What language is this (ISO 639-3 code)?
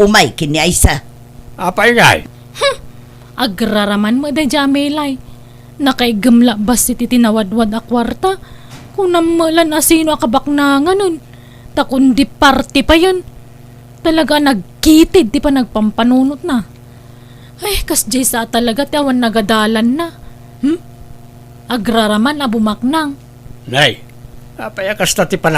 ilo